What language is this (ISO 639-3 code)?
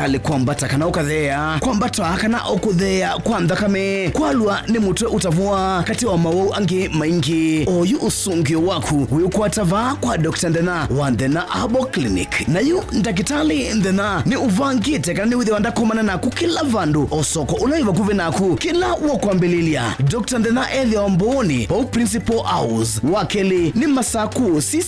kam